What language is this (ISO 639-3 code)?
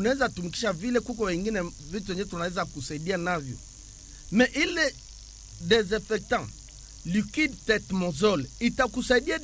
swa